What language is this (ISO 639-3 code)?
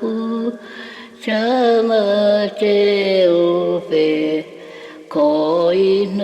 dhv